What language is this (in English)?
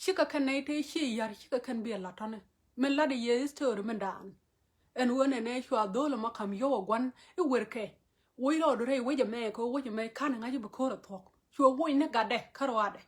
Nuer